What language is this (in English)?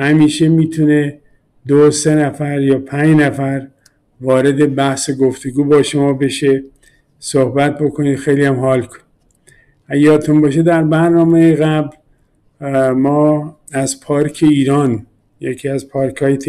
Persian